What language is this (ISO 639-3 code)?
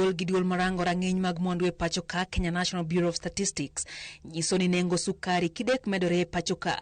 luo